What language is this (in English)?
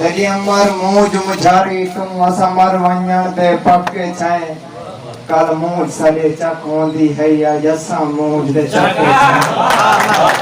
Saraiki